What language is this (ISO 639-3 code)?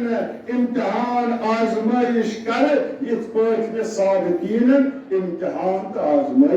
kas